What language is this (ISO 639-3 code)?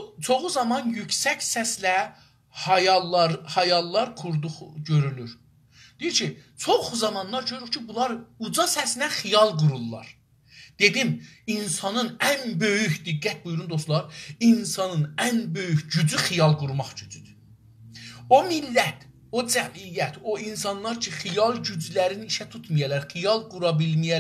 azb